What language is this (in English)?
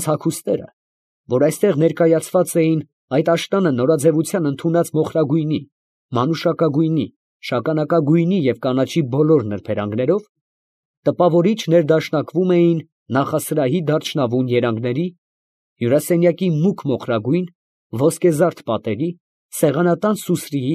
Armenian